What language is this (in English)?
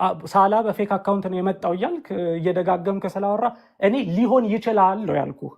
Amharic